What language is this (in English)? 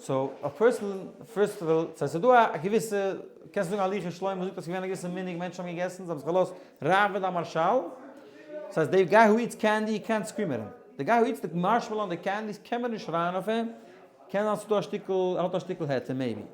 Yiddish